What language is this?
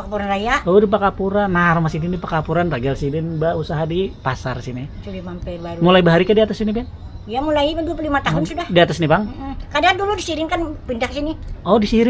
Banjar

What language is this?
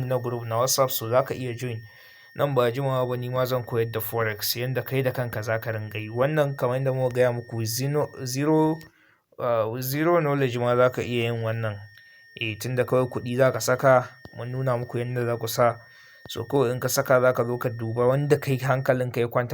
Hausa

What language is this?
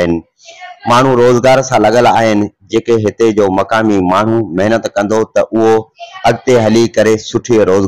Sindhi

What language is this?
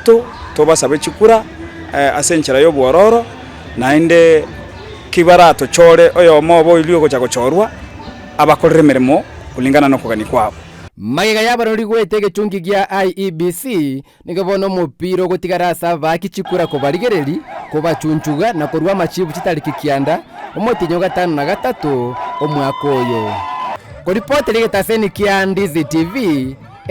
Gusii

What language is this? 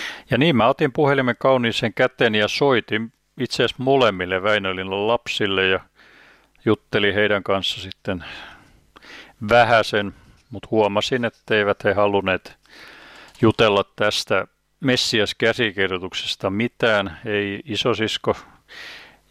Finnish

